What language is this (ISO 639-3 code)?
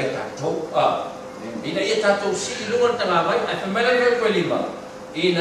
smo